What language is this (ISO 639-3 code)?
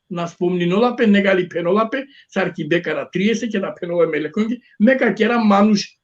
rmn